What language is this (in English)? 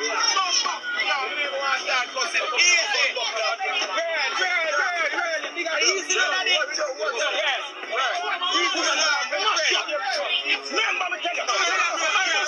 Jamaican Creole English